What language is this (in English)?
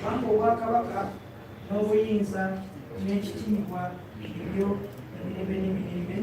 Ganda